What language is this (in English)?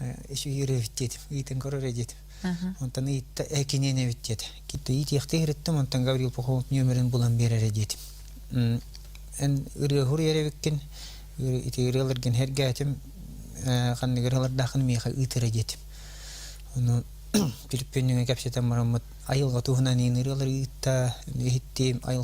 Yakut